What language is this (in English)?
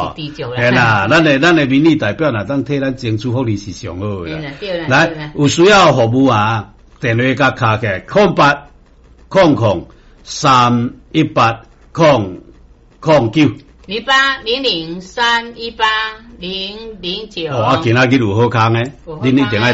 Min Nan Chinese